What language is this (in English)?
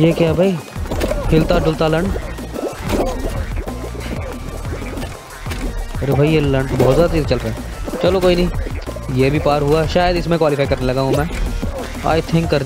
Hindi